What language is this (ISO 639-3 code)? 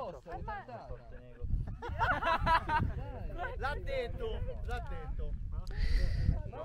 ita